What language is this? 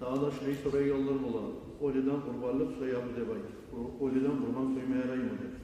Kumyk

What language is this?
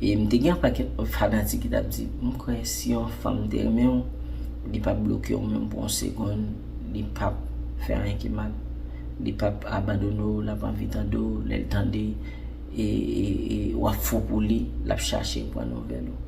Haitian Creole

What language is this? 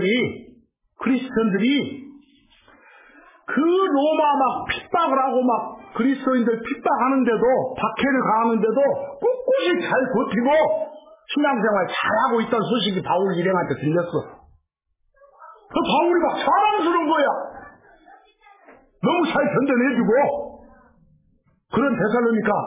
Korean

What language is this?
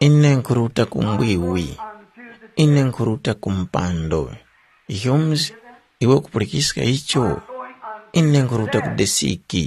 Tumbuka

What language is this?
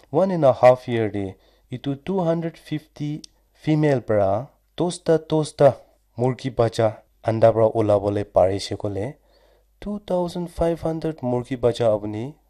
Naga Pidgin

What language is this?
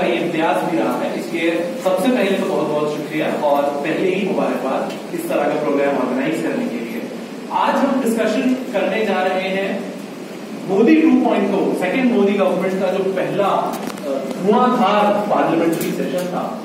Urdu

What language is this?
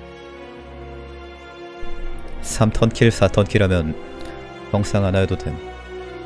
Korean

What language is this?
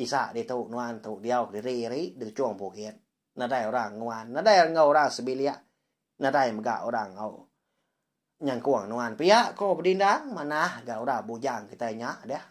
Iban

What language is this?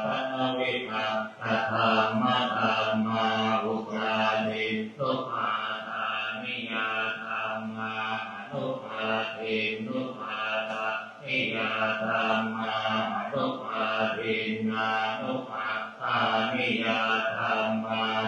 Pali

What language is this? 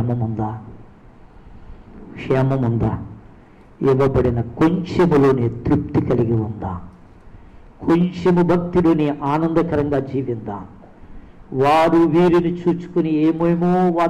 Telugu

